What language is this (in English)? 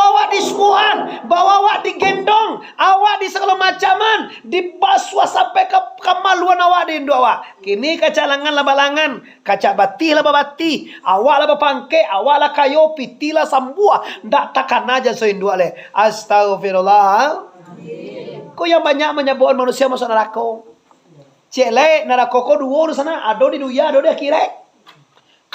Minangkabau